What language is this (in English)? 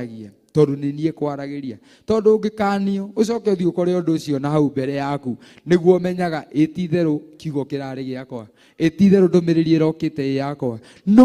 Kikuyu